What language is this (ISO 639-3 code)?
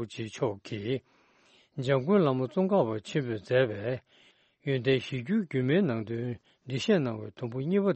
bod